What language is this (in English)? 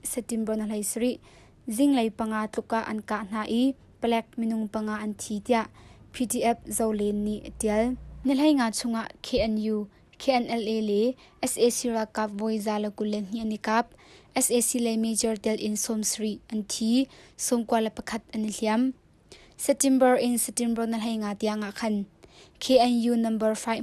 Hakha Chin